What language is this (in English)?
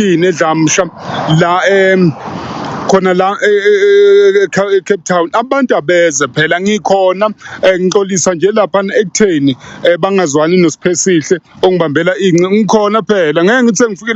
Zulu